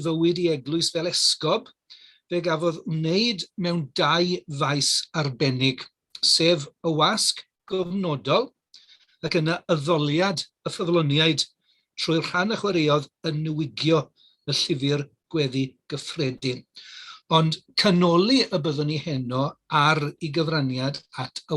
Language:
Welsh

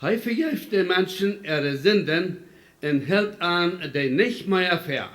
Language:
Plautdietsch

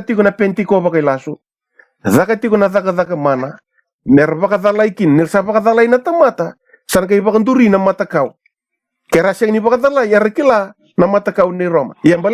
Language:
Fijian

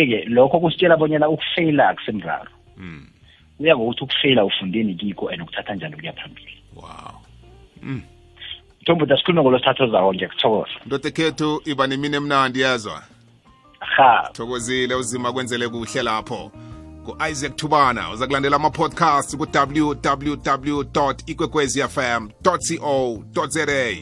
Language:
South Ndebele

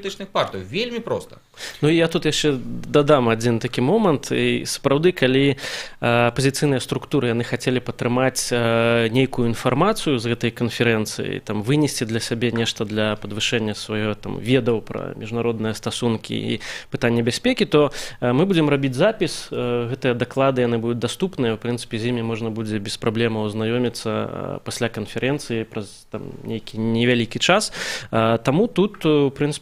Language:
Belarusian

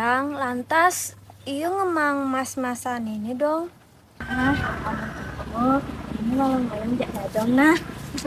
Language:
Balinese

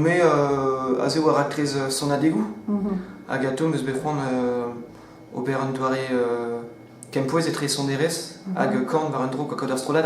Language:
Breton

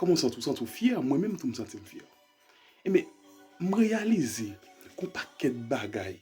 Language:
Haitian Creole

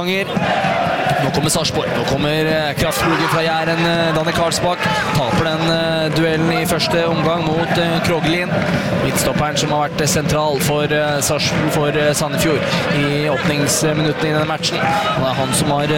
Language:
Norwegian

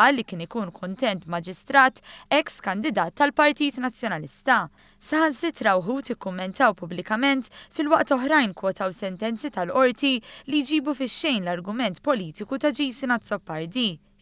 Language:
Maltese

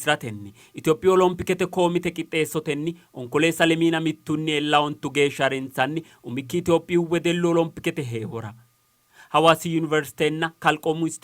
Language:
Sidamo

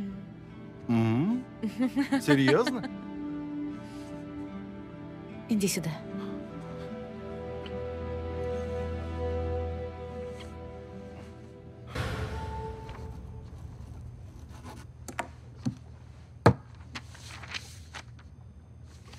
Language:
Russian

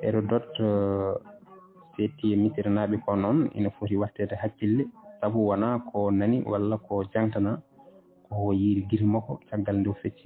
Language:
Fula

